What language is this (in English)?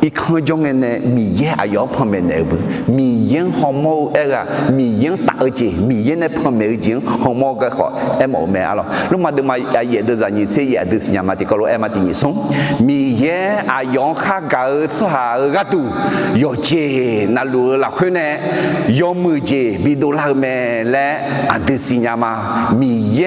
Akha